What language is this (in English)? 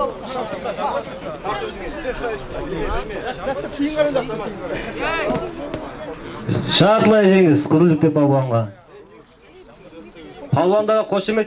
Kazakh